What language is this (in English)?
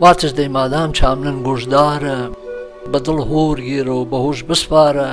Gurani